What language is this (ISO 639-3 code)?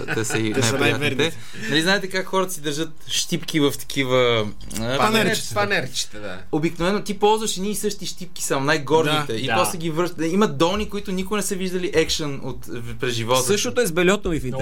bul